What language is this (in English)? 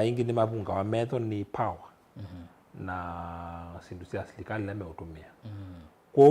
Kamba